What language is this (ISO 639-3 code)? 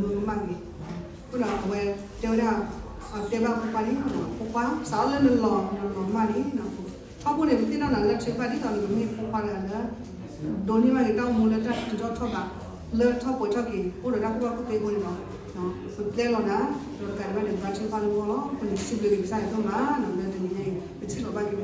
ksw